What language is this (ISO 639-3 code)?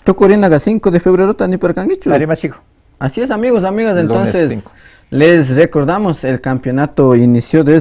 qvi